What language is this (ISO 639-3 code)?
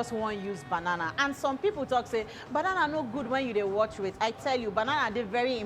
pcm